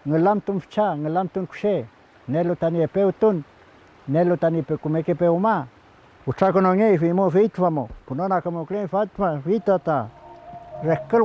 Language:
Mapuche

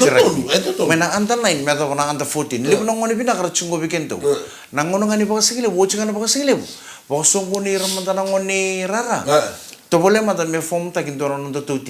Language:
Fijian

